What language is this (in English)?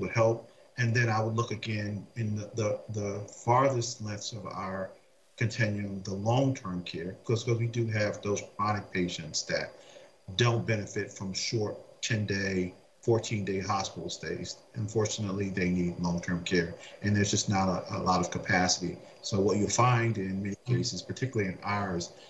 English